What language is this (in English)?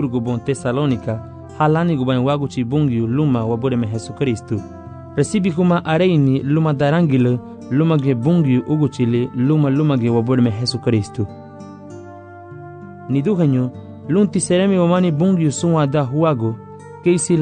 Garifuna